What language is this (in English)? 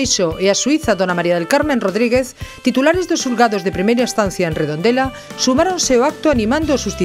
Galician